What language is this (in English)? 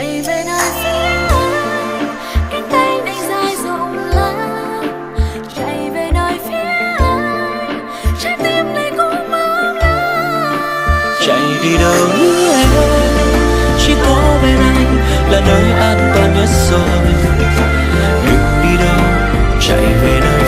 Vietnamese